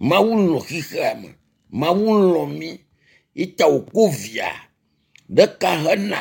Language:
Ewe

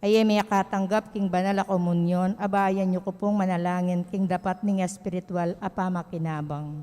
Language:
Pampanga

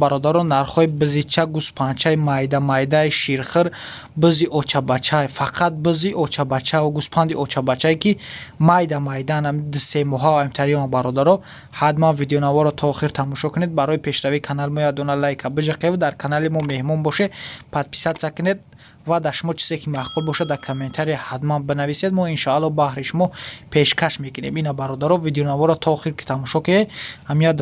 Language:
Tajik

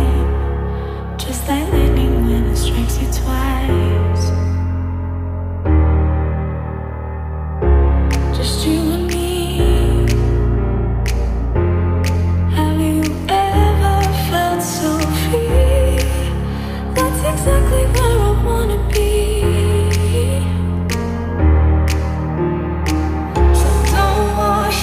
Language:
English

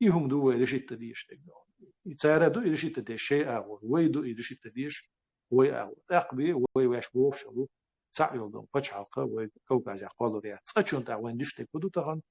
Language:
Chechen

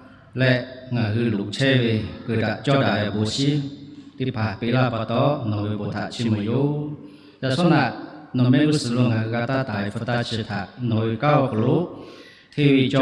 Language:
Lahu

